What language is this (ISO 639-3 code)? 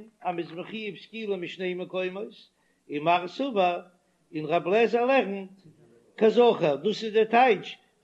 yid